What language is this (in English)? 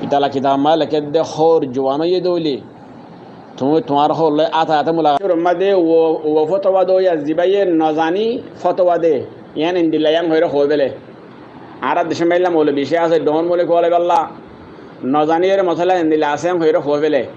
Rohingya